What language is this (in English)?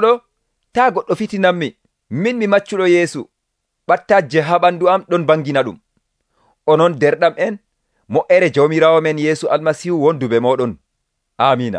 Nigerian Fulfulde